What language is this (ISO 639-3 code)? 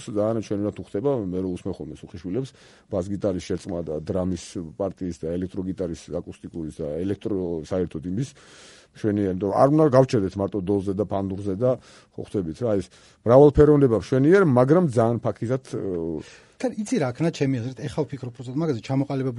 kat